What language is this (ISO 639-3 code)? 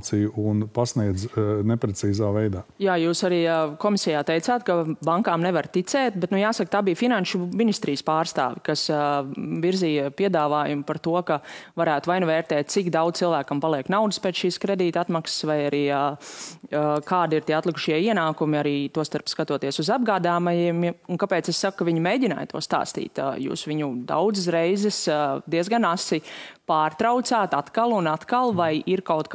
lav